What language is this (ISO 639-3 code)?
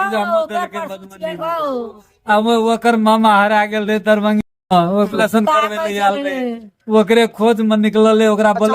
mai